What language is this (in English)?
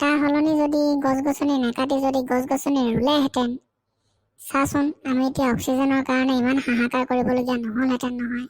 Assamese